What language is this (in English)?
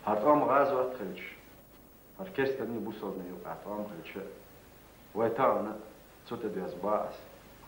Chechen